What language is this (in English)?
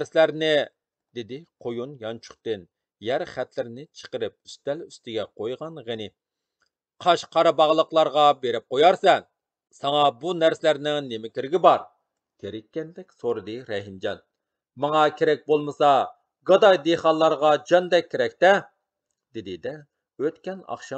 Uyghur